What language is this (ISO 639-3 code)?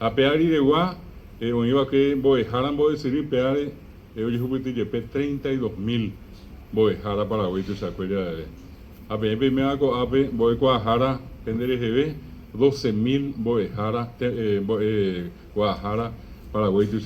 grn